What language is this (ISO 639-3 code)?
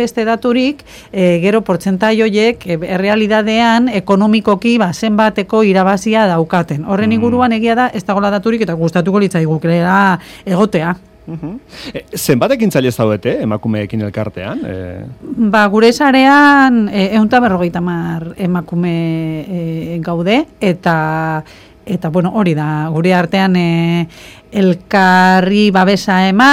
eus